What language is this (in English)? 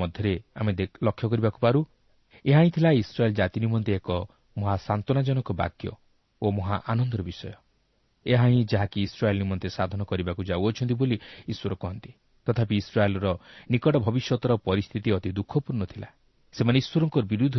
Odia